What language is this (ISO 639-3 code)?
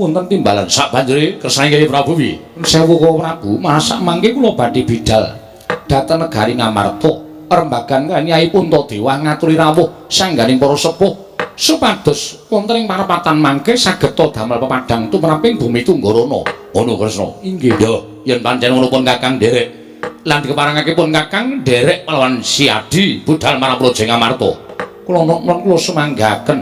jav